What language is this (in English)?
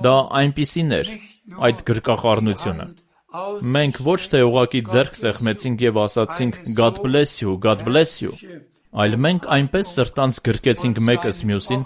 Armenian